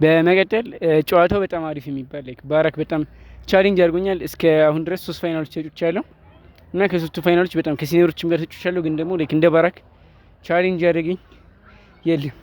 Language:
Amharic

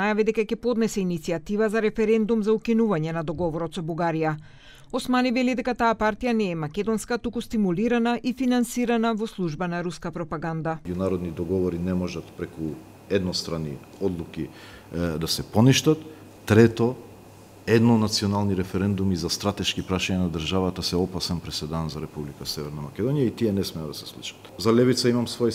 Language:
Macedonian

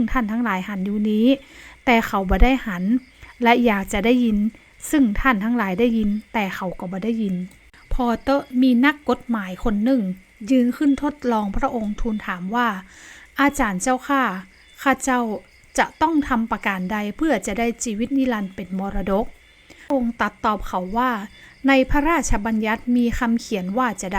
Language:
Northern Thai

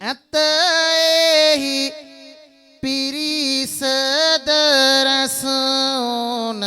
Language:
Sinhala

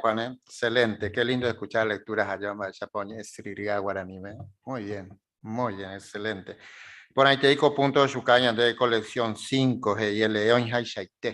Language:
Guarani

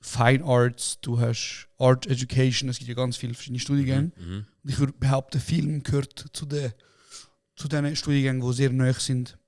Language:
Swiss German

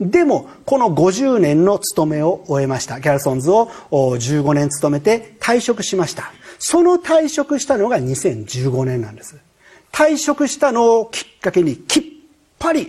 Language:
Japanese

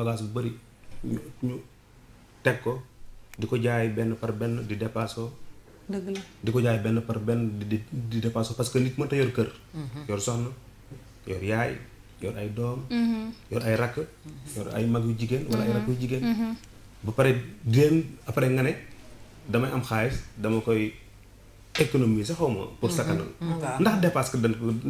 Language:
Wolof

